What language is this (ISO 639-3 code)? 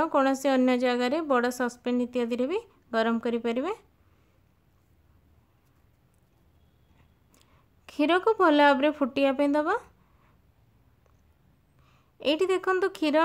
ori